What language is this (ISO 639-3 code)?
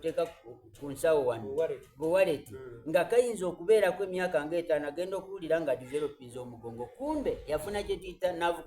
xog